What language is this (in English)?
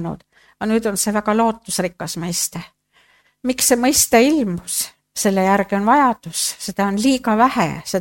Estonian